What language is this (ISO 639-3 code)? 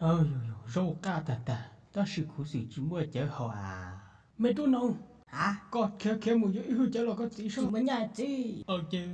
hmn